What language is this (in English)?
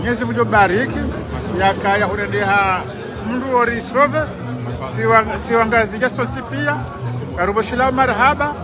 Ngazidja Comorian